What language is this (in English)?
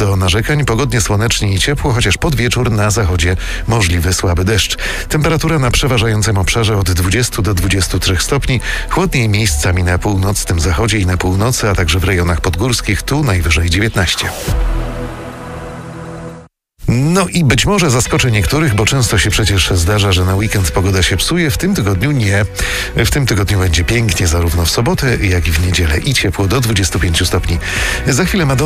Polish